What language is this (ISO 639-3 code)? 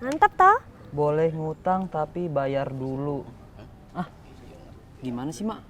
bew